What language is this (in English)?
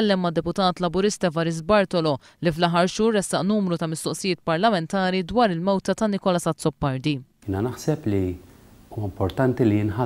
Maltese